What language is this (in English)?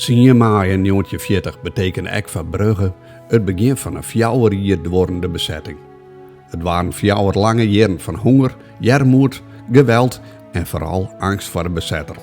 Western Frisian